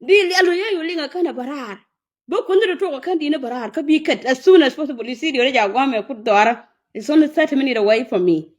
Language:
Nuer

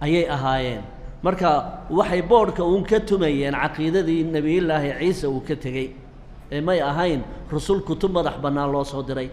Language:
Somali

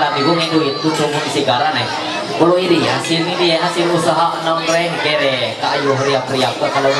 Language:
Ma'anyan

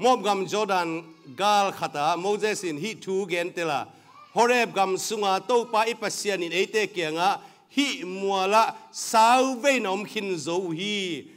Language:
Tedim Chin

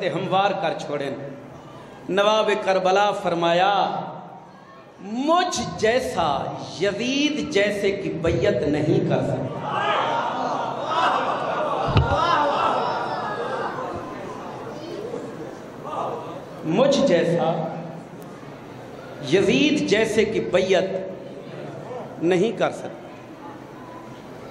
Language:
Urdu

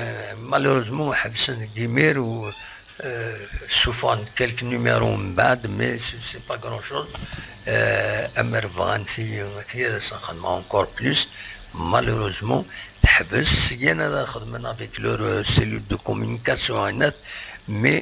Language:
Kabyle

